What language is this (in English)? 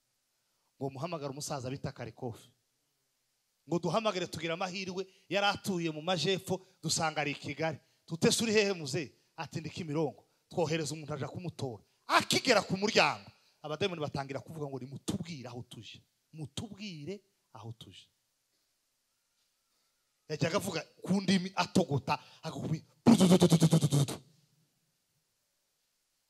Kinyarwanda